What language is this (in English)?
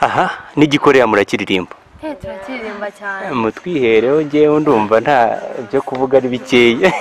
Kinyarwanda